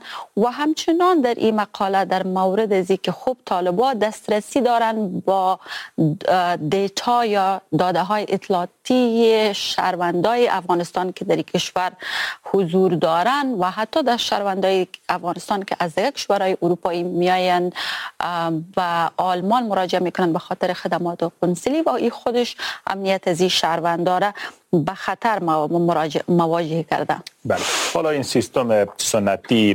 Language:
Persian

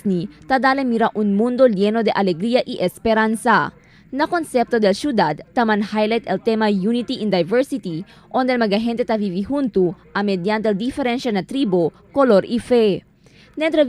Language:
Chavacano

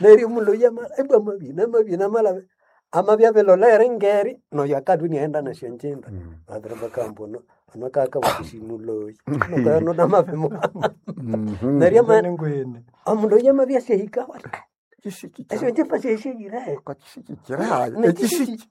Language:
Nande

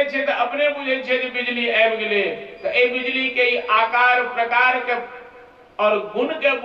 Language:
Maithili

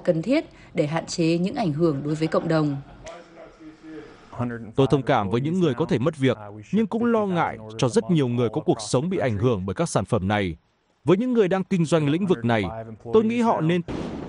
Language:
Vietnamese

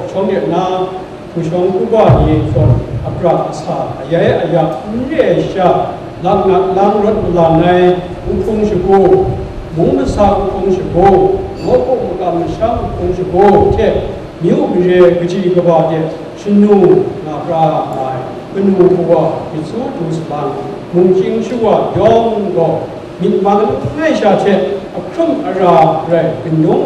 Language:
Kachin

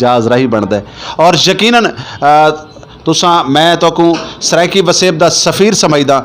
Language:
Saraiki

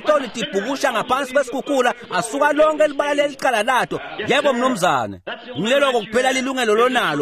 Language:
Swati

